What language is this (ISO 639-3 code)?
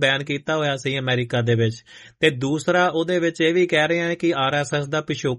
pan